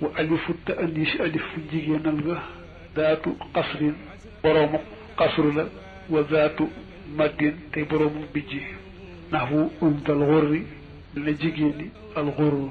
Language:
Wolof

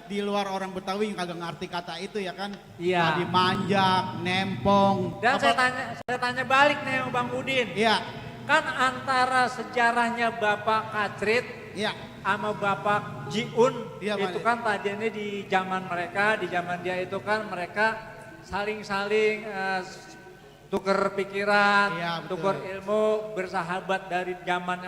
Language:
Betawi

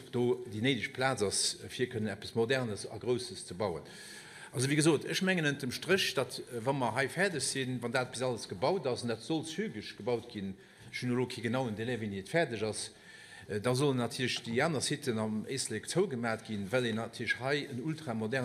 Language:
Luxembourgish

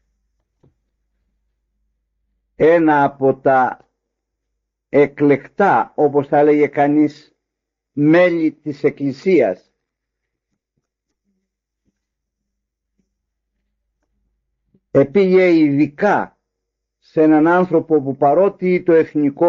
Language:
Greek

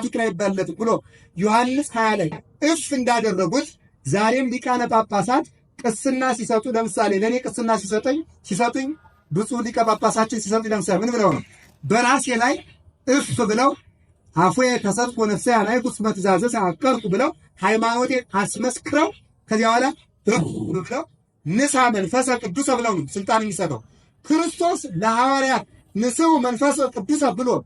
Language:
Amharic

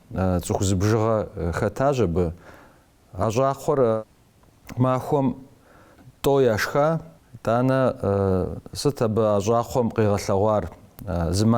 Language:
Kabardian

